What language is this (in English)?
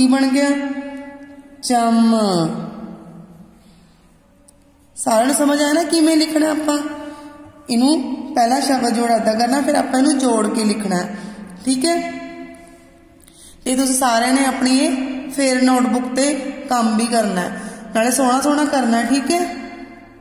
Punjabi